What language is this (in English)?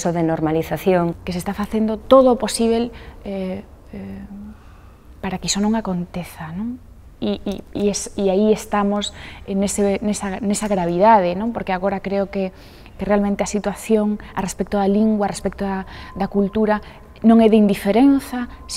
Galician